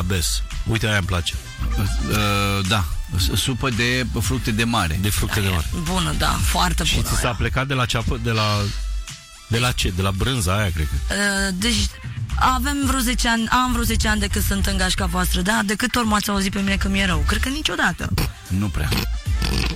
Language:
Romanian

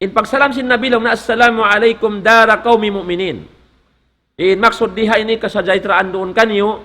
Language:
Tausug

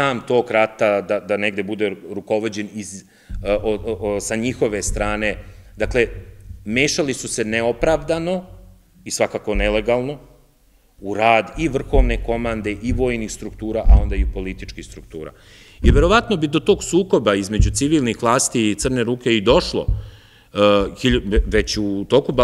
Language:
Serbian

